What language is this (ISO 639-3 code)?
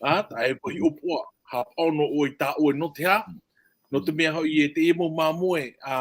tah